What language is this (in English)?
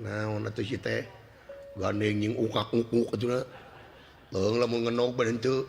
Sundanese